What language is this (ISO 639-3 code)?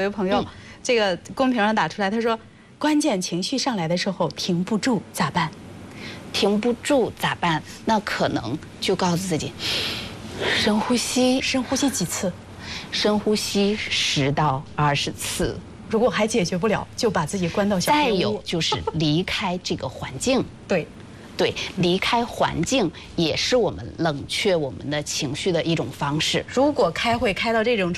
zho